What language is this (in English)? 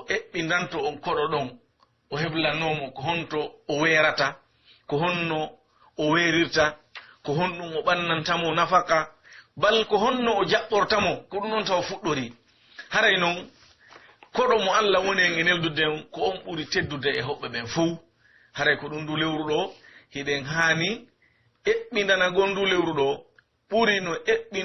Pular